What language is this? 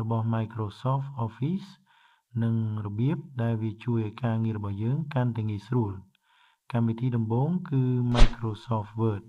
Khmer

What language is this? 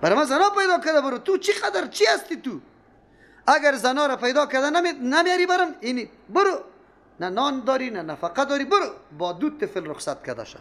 Persian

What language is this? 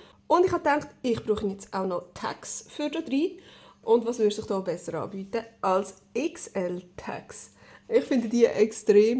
Swiss German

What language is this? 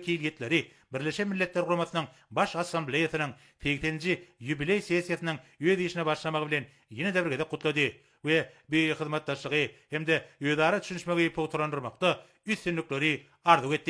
Turkmen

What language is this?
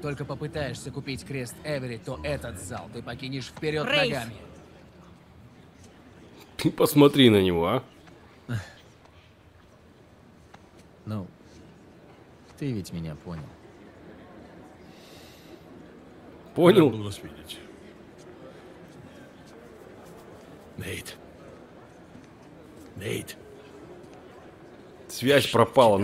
Russian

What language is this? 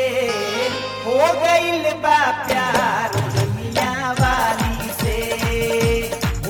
Bhojpuri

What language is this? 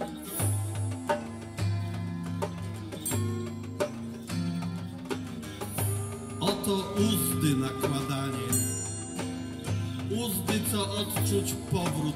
Polish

